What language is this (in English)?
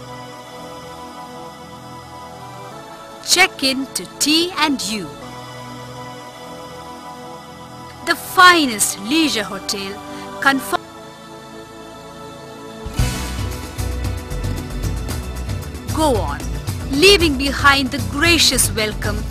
Malayalam